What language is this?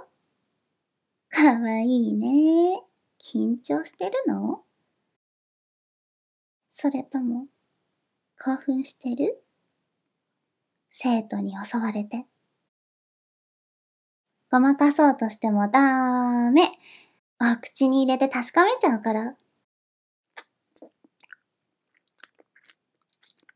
Japanese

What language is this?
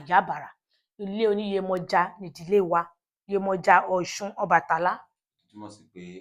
Yoruba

